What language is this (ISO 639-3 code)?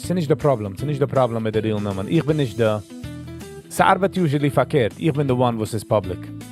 yid